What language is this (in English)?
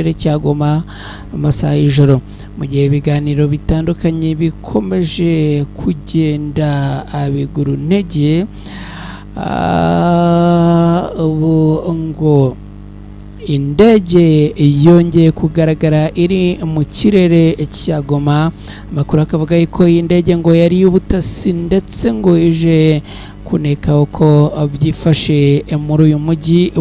Kinyarwanda